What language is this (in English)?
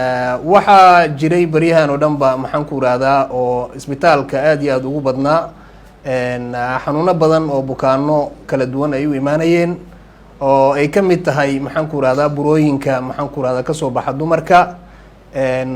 Somali